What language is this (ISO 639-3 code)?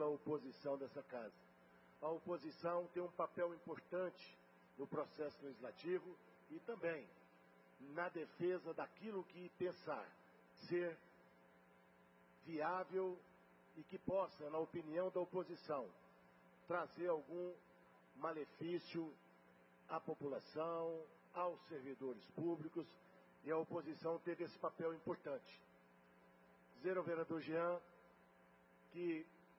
por